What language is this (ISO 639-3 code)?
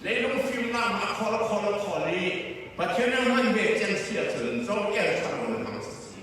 cfm